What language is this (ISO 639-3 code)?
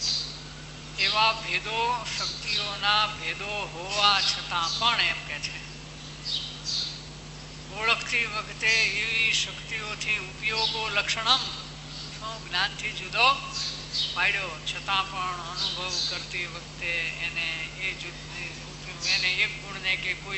guj